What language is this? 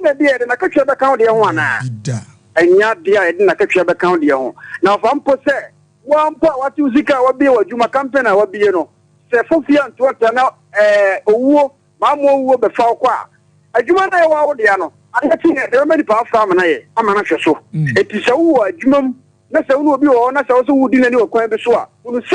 Akan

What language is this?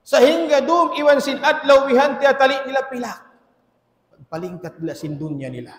Tausug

